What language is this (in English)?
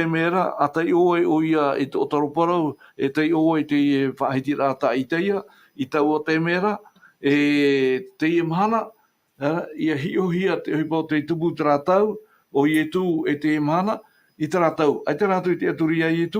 Tahitian